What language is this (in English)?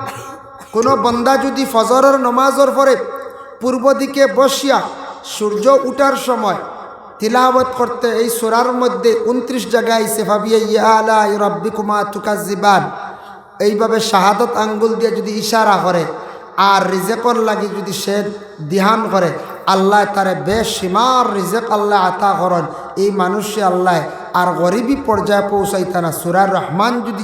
Sylheti